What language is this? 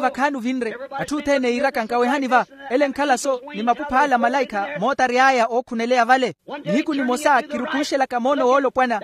Makhuwa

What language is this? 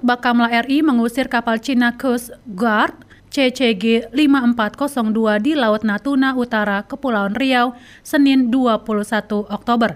Indonesian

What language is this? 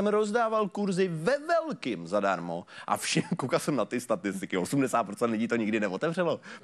Czech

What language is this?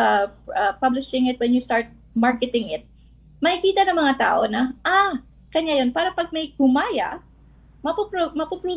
Filipino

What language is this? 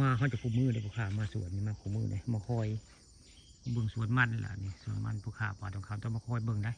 Northeastern Thai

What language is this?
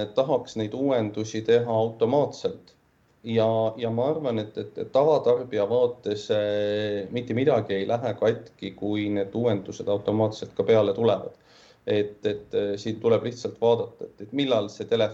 Estonian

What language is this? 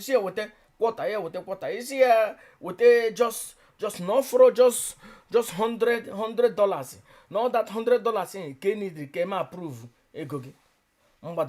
Igbo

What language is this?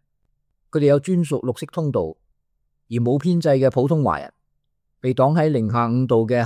Cantonese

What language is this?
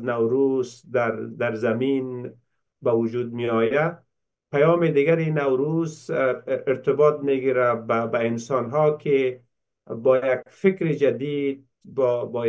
Persian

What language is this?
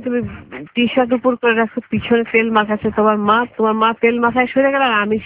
Bangla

